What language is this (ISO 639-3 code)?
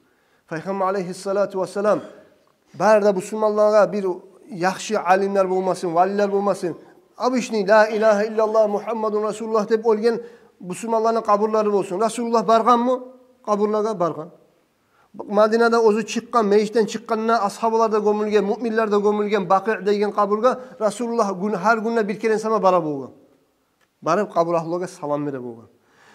kum